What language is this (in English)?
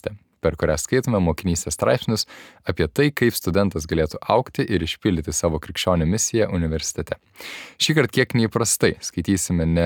Lithuanian